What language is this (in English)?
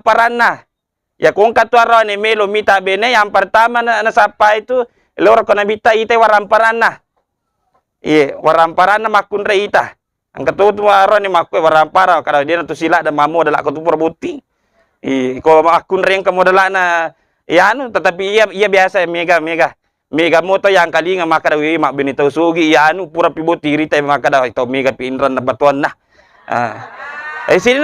Buginese